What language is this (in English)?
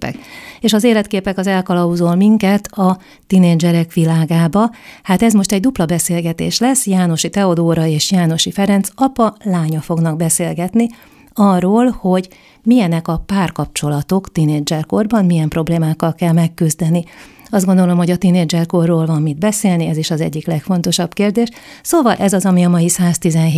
Hungarian